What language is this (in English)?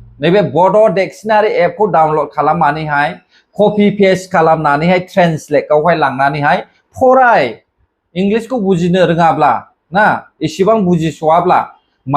Bodo